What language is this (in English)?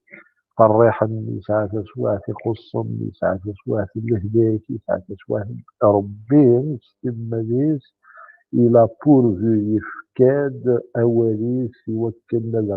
Kabyle